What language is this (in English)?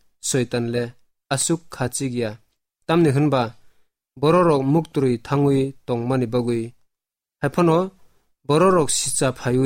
Kok Borok